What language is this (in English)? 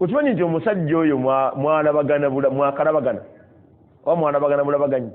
Ganda